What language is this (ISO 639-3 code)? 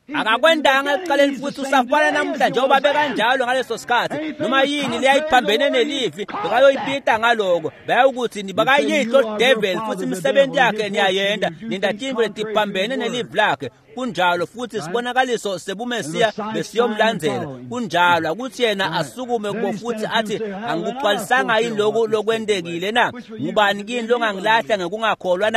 ssw